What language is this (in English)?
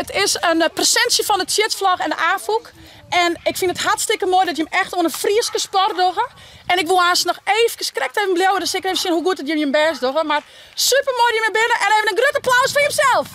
Western Frisian